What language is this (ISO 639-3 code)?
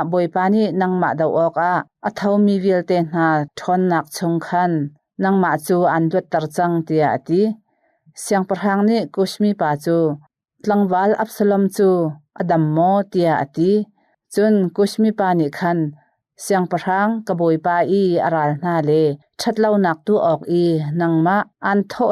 cnh